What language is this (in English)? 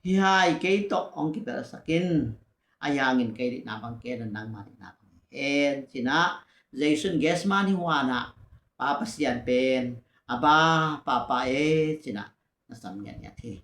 Tedim Chin